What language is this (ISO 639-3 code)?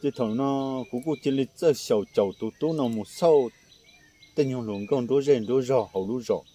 hmn